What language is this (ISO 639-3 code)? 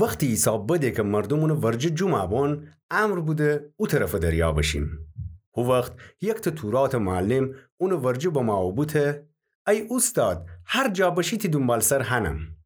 glk